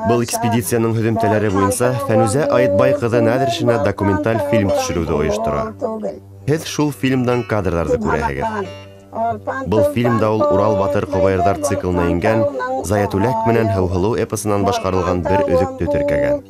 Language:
Bashkir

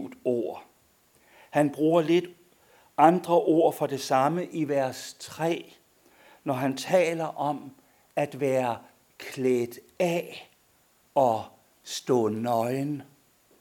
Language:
Danish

